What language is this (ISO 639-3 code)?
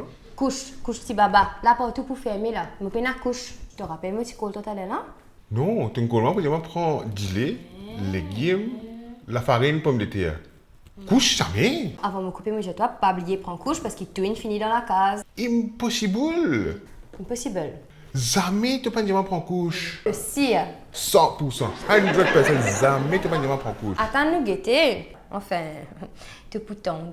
mfe